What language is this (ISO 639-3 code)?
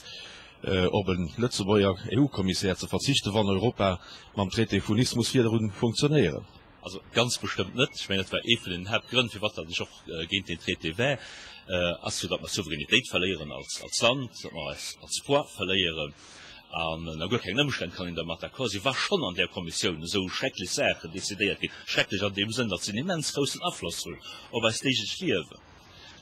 ltz